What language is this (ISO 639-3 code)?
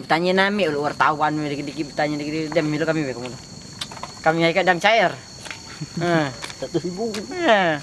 mui